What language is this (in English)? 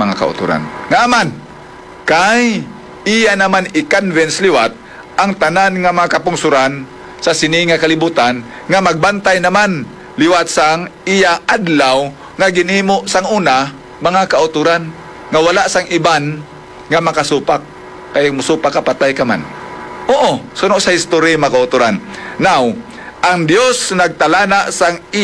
Hiligaynon